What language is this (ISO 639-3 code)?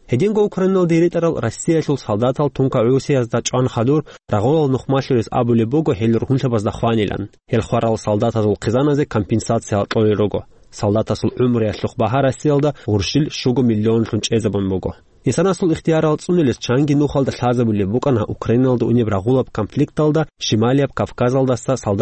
ava